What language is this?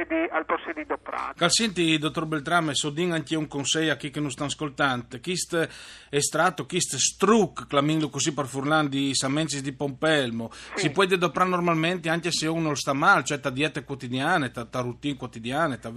Friulian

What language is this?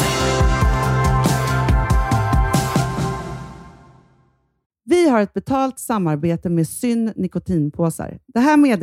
Swedish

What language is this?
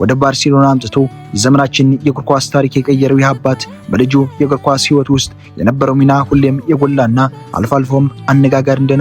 Amharic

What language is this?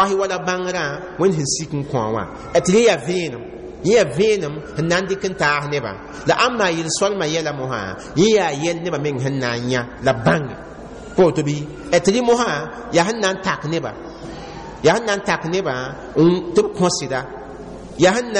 Mossi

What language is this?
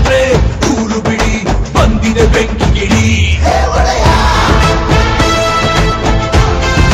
Kannada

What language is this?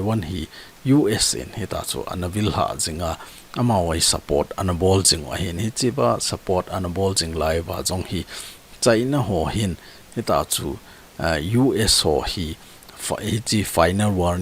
Thado Chin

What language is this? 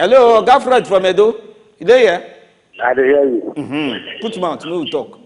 Nigerian Pidgin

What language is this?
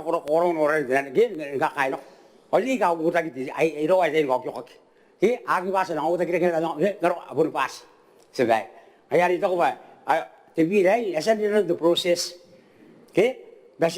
Gilbertese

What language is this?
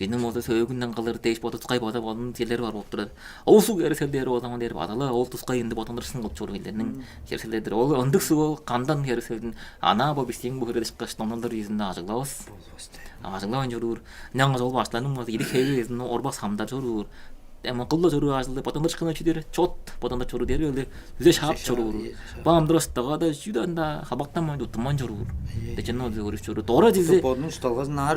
Tuvinian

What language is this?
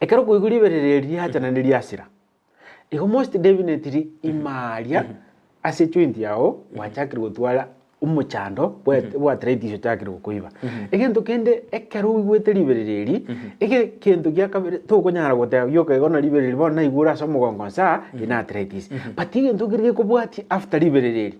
Gusii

